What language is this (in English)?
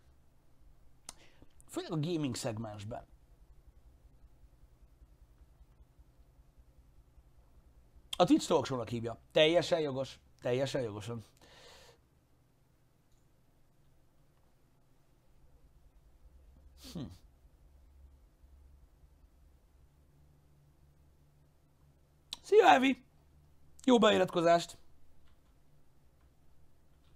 Hungarian